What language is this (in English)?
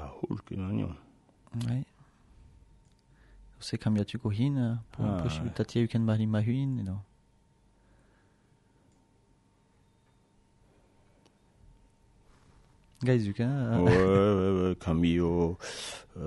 Basque